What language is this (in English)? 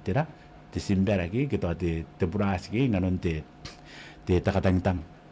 Gilbertese